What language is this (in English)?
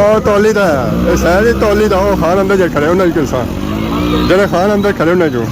Pahari-Potwari